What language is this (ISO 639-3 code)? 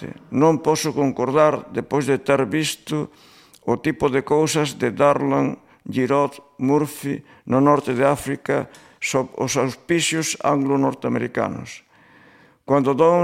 glg